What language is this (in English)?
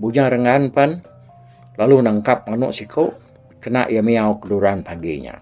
Iban